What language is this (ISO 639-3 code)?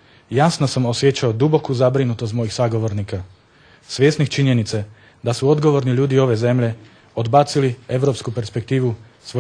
bos